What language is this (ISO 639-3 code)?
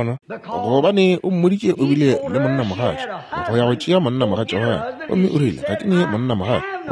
nso